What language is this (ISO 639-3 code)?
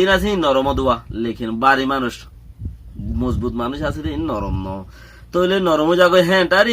rhg